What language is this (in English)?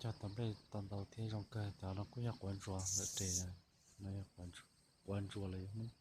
Hmong